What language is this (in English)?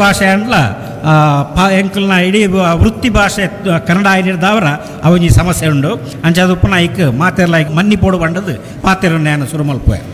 Tulu